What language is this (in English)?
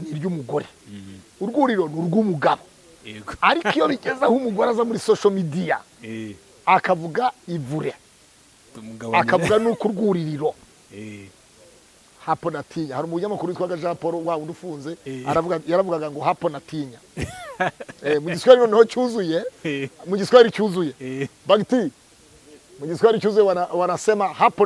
Kinyarwanda